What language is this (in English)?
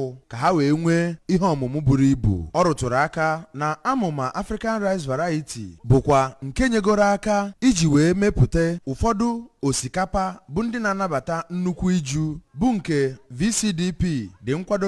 Igbo